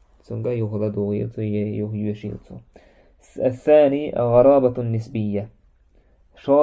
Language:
Chechen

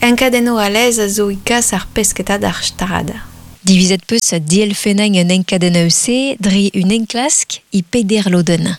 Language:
Breton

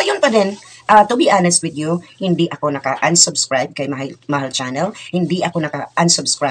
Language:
Filipino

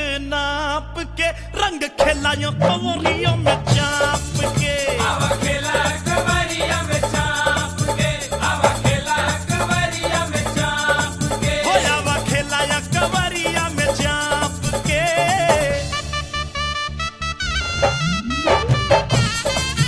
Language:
Bhojpuri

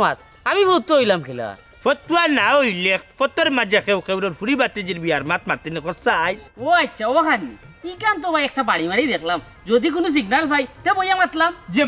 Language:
Sylheti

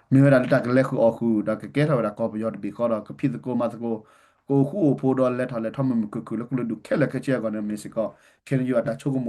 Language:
S'gaw Karen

